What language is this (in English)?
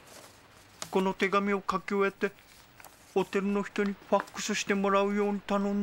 Japanese